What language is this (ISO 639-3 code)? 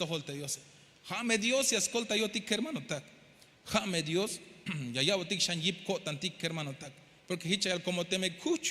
tzh